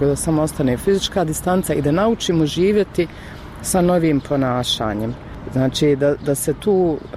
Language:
Bosnian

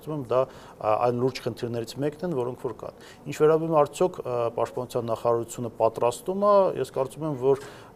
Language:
Armenian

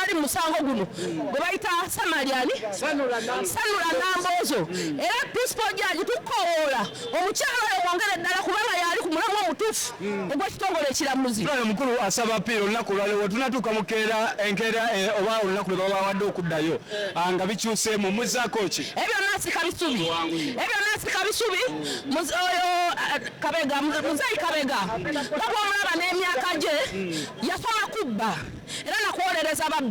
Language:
Ganda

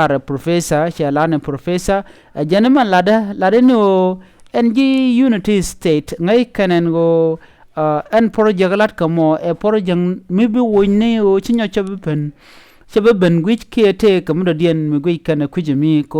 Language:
Nuer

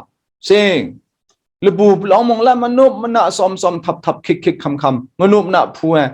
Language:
Kachin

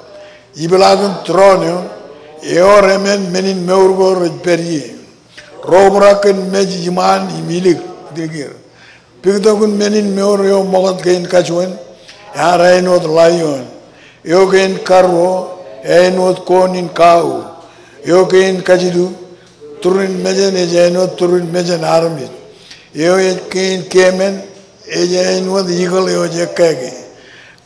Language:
Marshallese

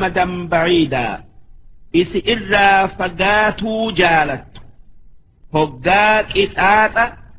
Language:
Oromo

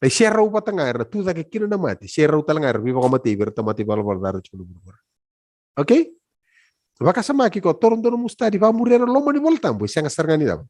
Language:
Fijian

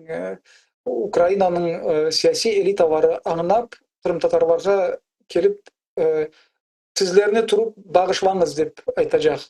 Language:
Crimean Tatar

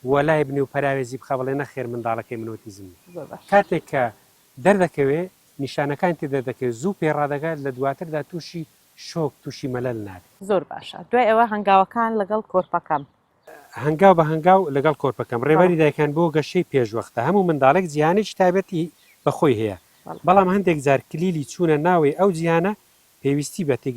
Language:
Central Kurdish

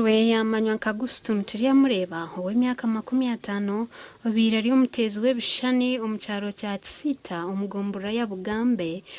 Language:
Nyankole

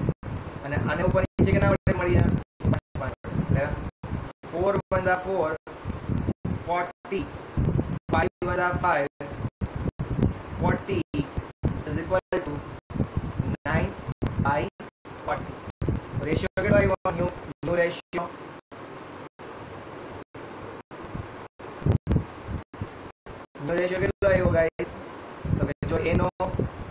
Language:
Gujarati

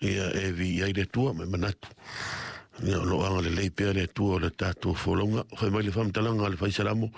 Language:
Samoan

